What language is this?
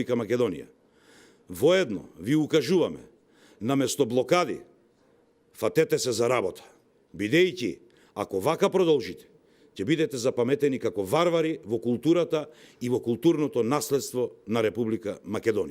Macedonian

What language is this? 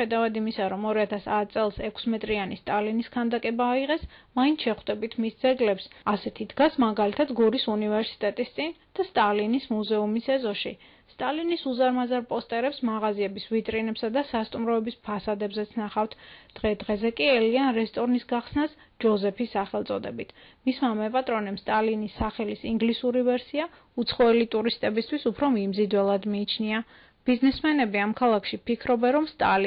Georgian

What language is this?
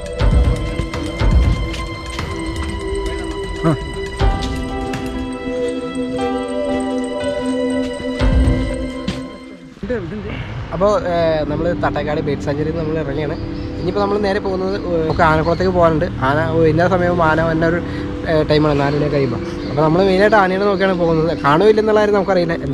Malayalam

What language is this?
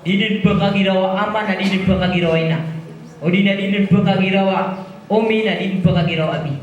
Maranao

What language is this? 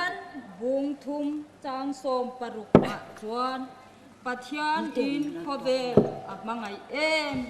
Hmar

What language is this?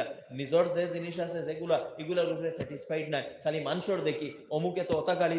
Sylheti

